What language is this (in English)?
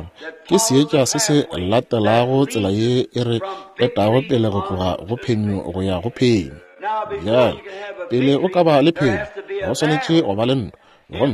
Northern Sotho